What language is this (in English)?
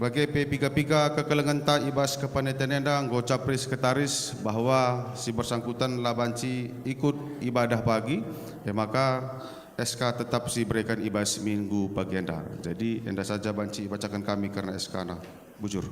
Batak Karo